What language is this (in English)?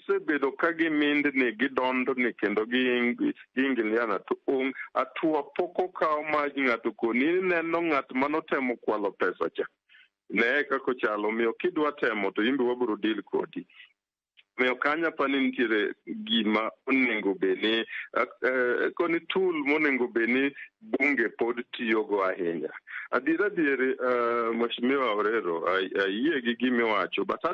Luo (Kenya and Tanzania)